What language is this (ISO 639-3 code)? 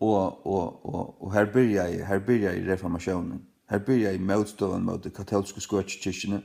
fao